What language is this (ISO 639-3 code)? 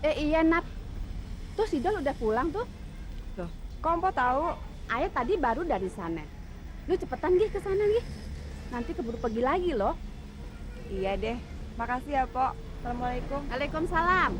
bew